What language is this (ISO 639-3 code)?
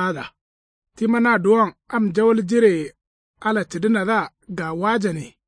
kau